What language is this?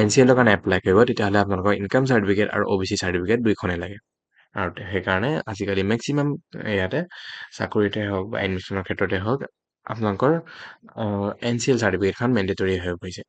Assamese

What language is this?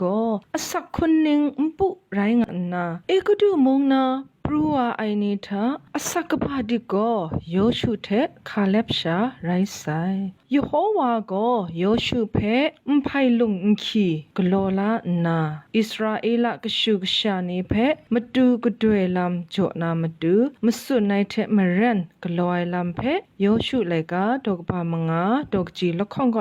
Kachin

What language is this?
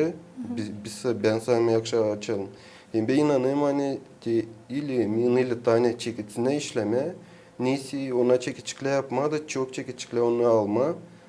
Gagauz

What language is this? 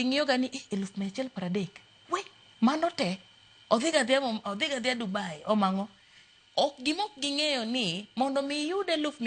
Luo (Kenya and Tanzania)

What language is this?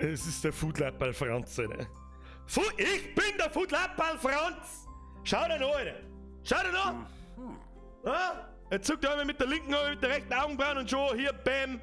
Bavarian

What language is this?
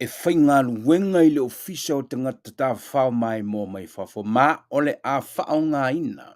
Samoan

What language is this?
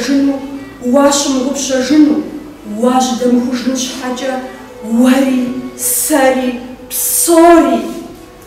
Kabardian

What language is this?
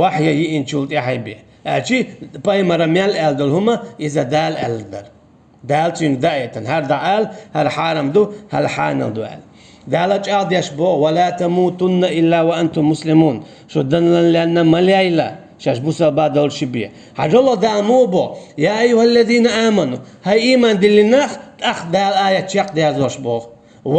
Chechen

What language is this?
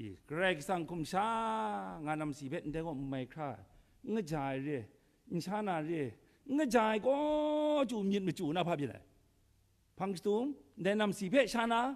Kachin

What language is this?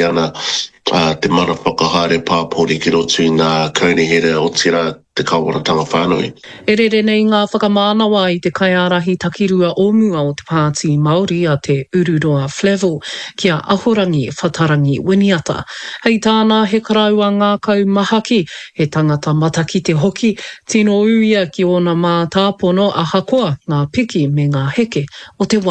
Māori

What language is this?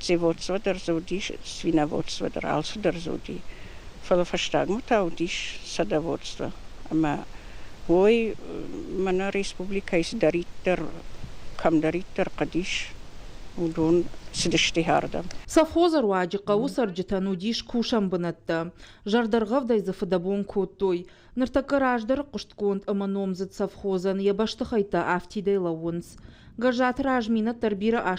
Ossetic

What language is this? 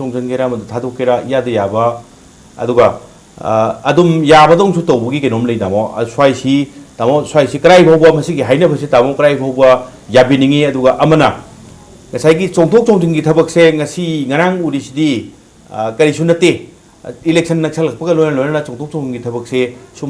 Manipuri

